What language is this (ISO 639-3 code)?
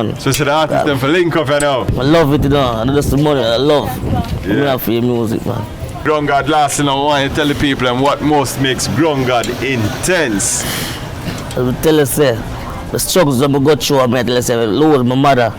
jam